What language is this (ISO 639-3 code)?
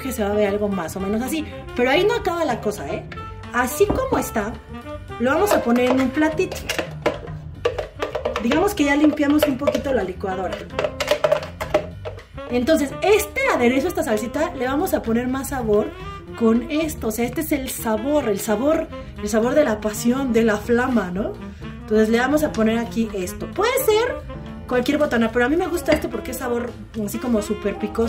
spa